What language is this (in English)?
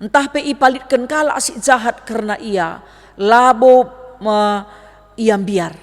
Batak Karo